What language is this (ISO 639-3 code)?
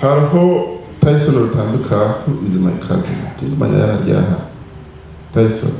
nyn